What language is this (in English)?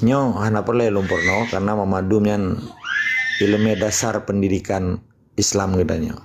Achinese